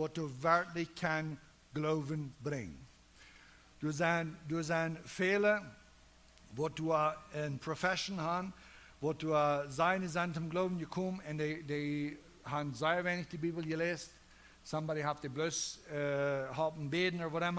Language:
Plautdietsch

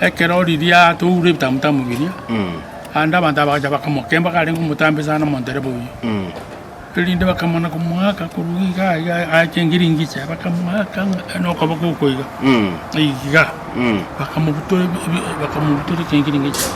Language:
Gusii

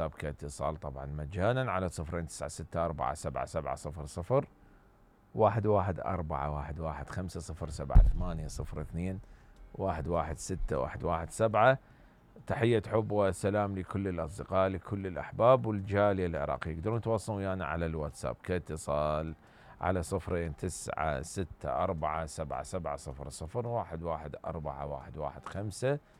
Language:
Mesopotamian Arabic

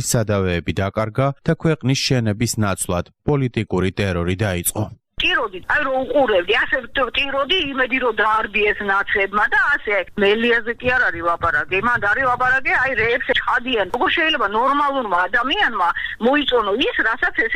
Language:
Georgian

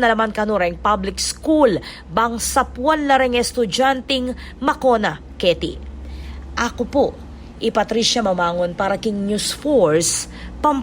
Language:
Pampanga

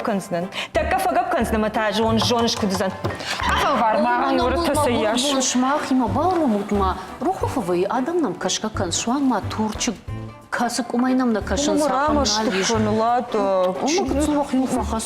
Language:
Ossetic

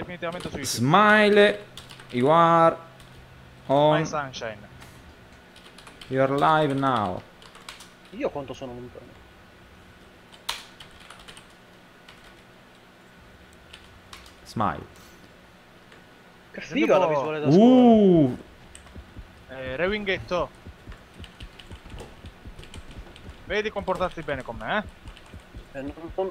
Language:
Italian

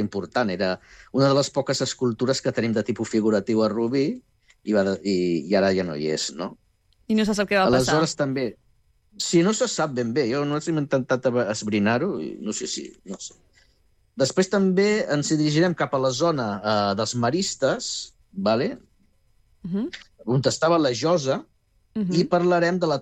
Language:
Catalan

